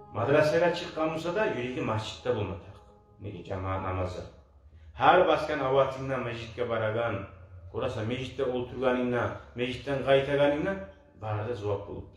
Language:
Kumyk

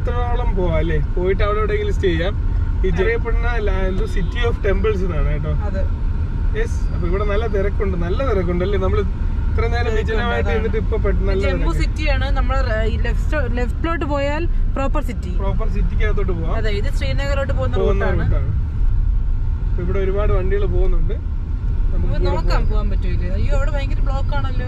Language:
Malayalam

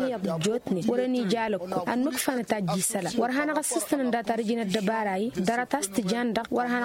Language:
Tamasheq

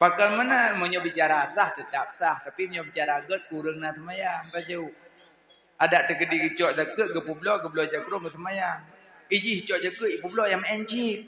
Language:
Achinese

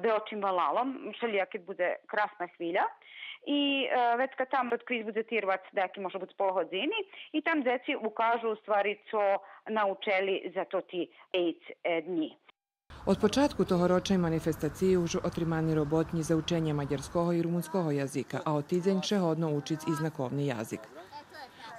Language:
Rusyn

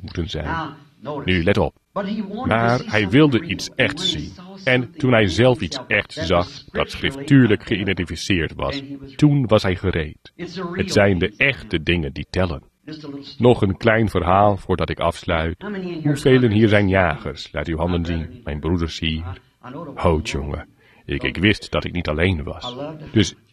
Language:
Dutch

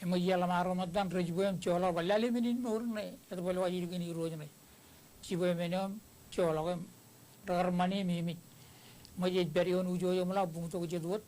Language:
Marshallese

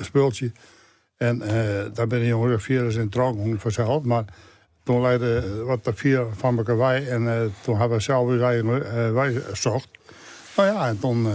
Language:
Western Frisian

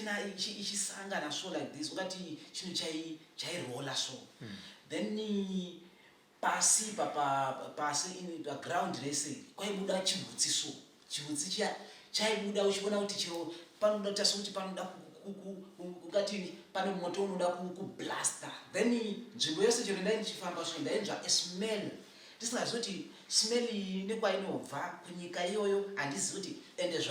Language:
Shona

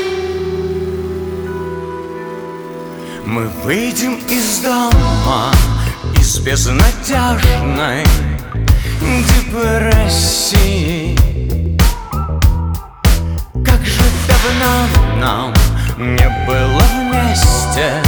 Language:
Russian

